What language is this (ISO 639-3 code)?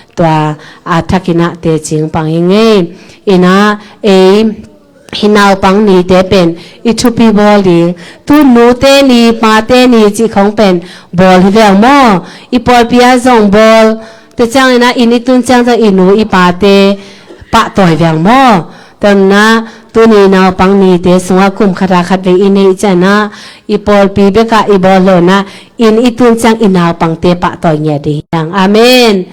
ctd